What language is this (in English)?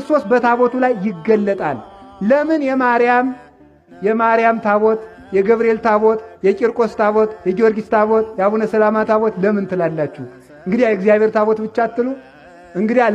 Amharic